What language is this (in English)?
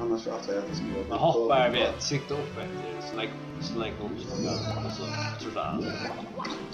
Faroese